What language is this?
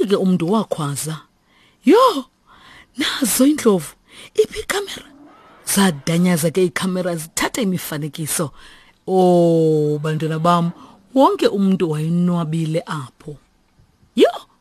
Xhosa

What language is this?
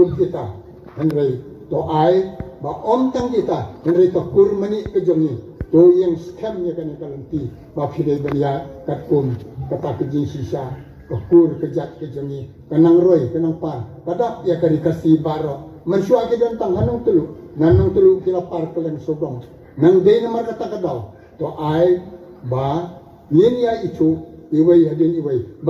Khasi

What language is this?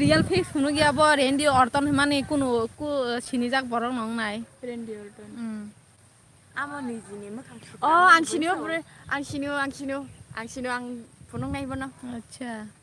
Kok Borok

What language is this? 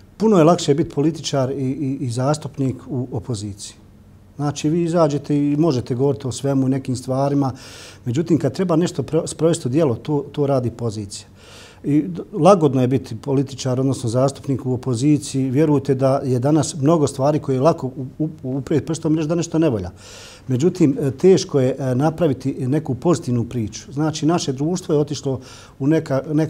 Bosnian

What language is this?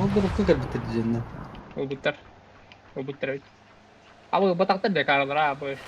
Yakut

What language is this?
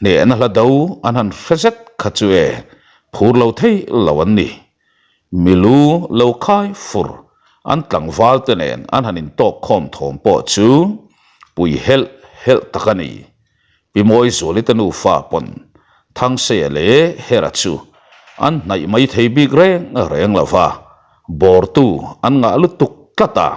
Mizo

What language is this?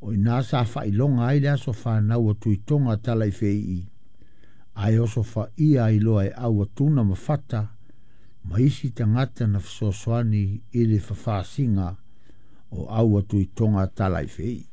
Samoan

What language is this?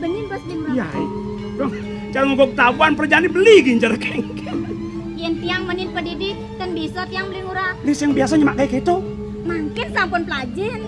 Balinese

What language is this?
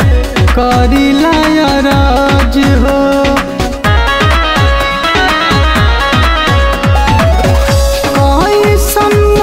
Bhojpuri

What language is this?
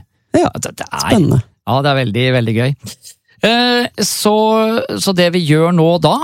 Norwegian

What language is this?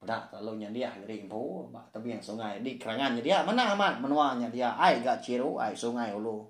Iban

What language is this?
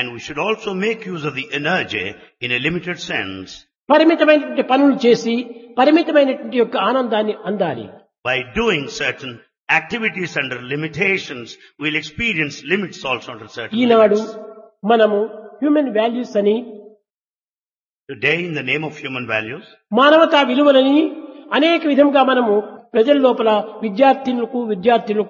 Telugu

